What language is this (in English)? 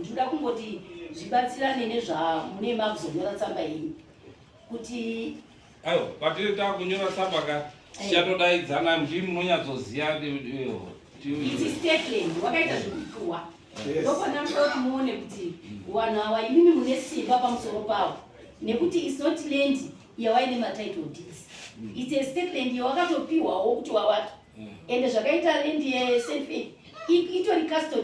Shona